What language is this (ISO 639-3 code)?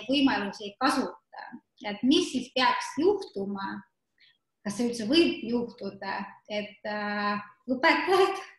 est